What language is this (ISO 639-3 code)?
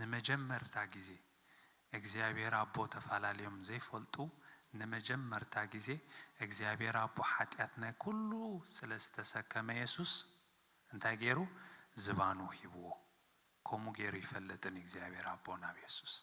tir